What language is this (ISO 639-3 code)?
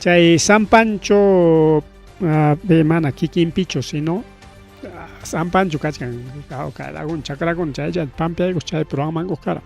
quy